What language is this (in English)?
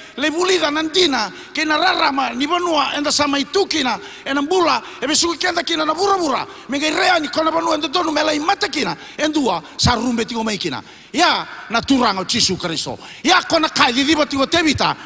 Fijian